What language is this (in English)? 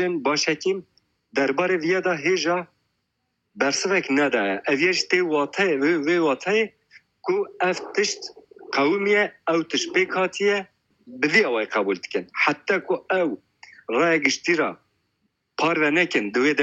Kurdish